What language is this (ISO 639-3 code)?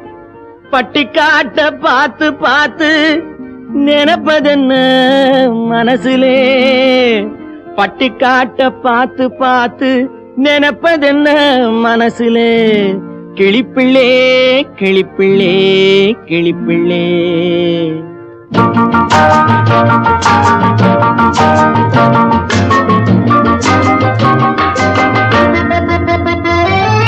tam